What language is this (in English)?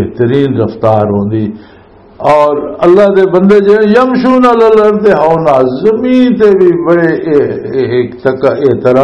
Western Panjabi